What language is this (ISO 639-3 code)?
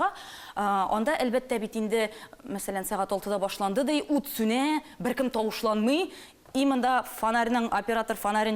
tat